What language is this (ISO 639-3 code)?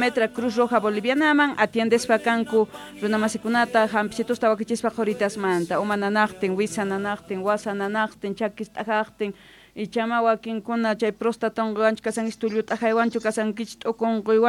quh